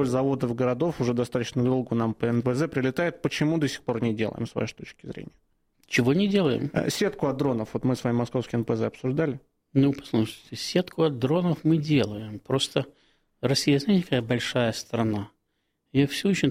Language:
Russian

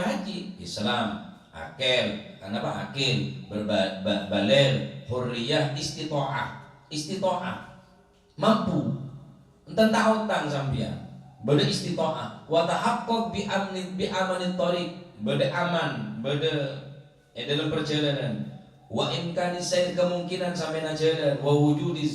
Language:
Madurese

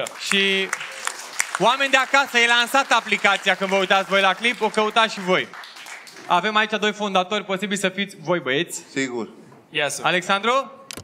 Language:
Romanian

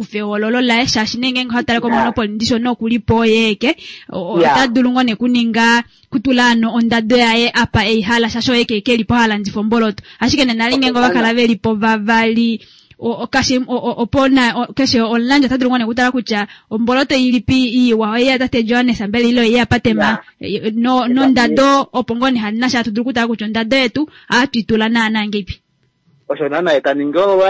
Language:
Kuanyama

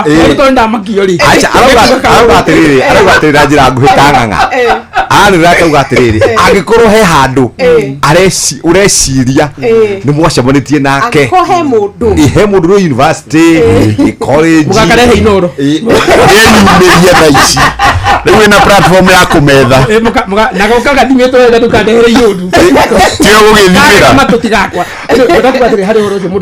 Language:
Kikuyu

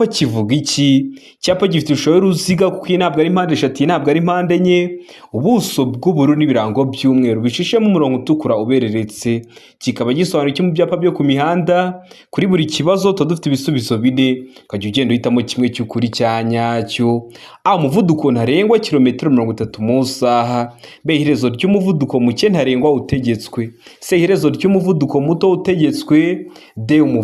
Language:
Kinyarwanda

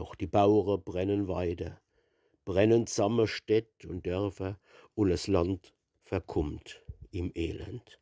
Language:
Palatine German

